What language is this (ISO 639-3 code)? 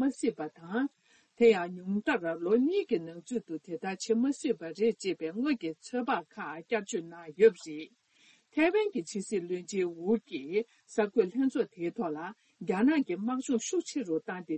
bod